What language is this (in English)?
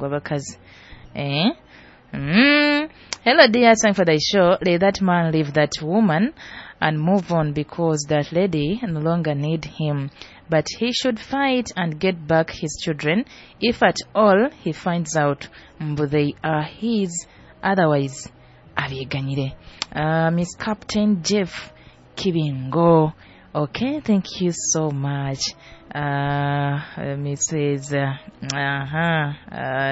Nyoro